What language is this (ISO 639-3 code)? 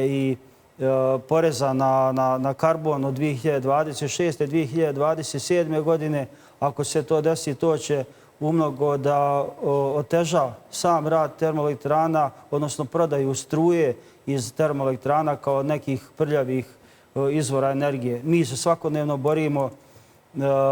bos